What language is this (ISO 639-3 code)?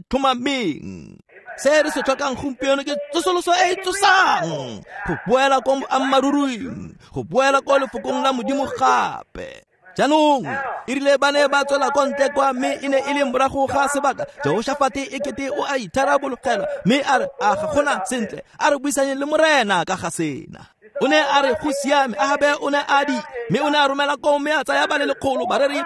tsn